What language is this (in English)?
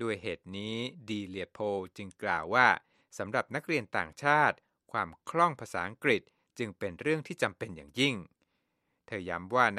Thai